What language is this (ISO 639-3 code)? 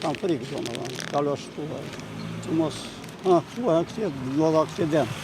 sqi